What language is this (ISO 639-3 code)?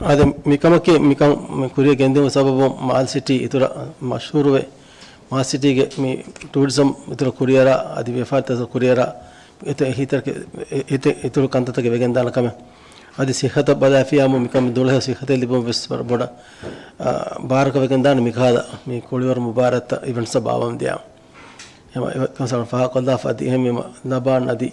div